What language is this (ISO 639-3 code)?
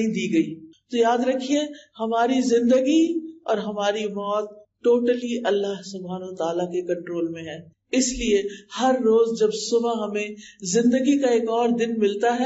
urd